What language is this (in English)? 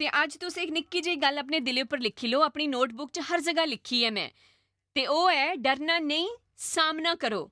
Dogri